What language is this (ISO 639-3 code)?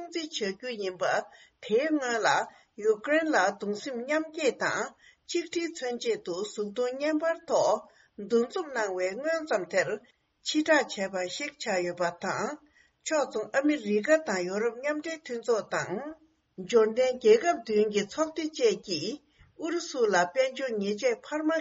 bod